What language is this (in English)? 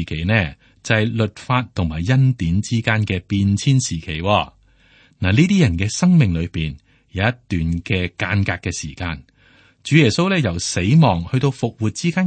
Cantonese